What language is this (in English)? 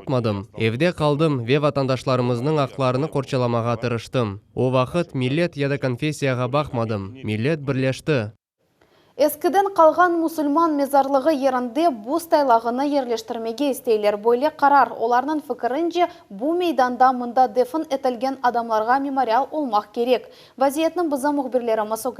Crimean Tatar